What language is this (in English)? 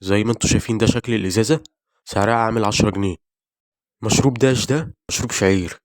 Egyptian Arabic